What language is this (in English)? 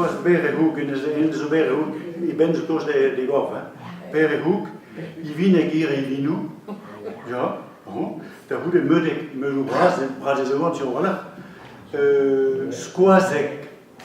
Breton